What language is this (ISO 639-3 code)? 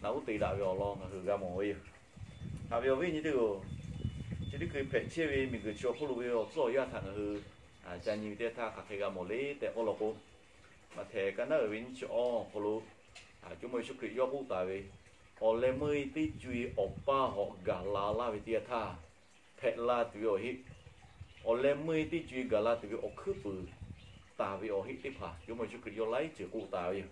lhu